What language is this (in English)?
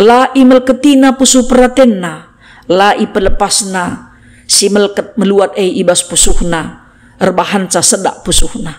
Batak Karo